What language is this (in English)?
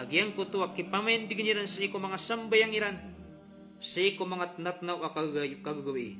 Maranao